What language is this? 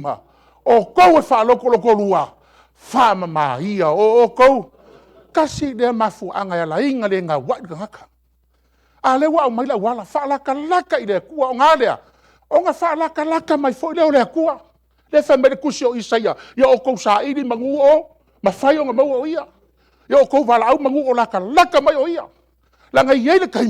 Samoan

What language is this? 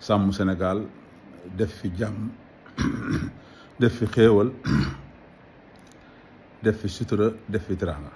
Wolof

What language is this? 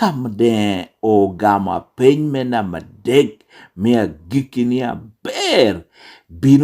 Lango (Uganda)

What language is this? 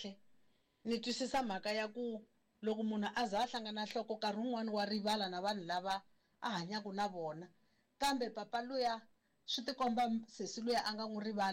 Tsonga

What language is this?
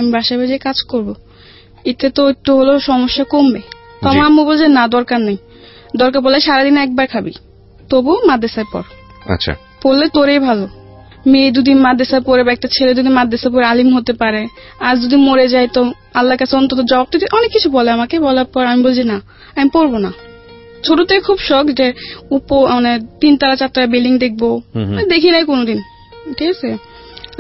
Bangla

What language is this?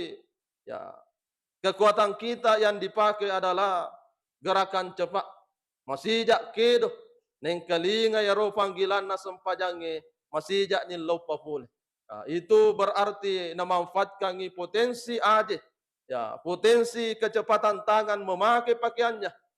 Buginese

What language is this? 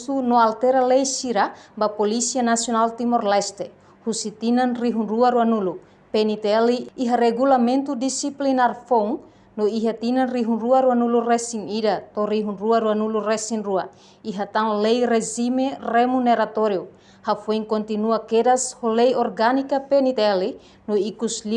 Tetum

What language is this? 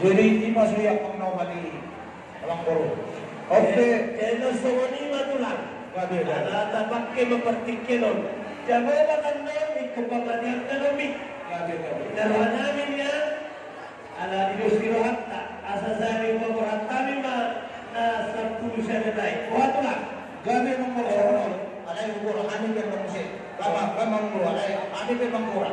Batak Toba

